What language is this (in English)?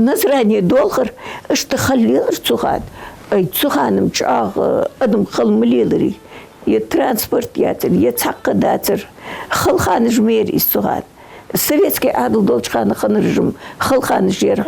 Ingush